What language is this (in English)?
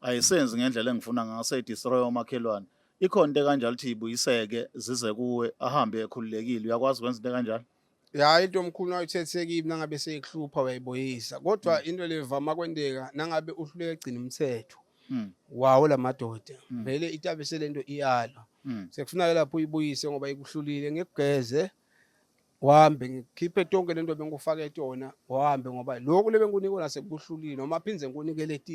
Zulu